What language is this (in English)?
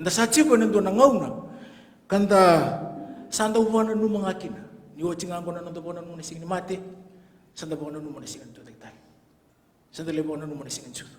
Fijian